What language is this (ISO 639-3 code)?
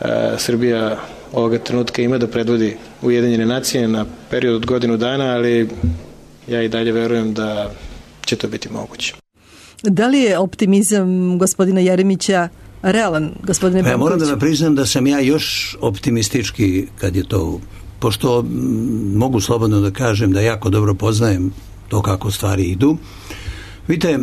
srp